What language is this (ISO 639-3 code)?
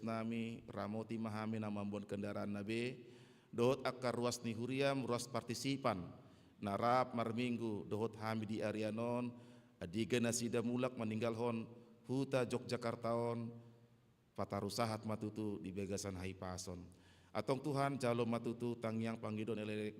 bbc